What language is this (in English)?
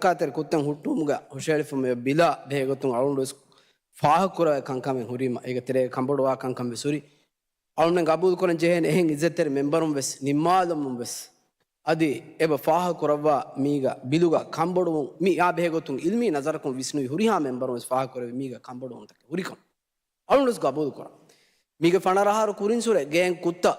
Divehi